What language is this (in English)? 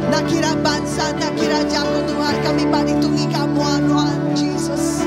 Iban